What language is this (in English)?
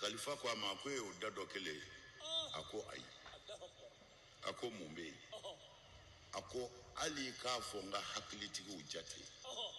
Bambara